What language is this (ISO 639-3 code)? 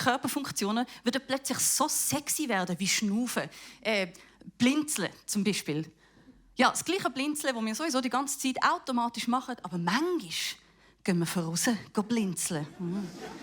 gsw